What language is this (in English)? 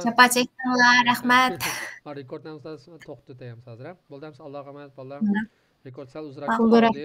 Uyghur